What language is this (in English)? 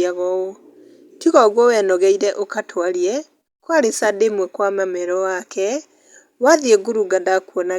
Kikuyu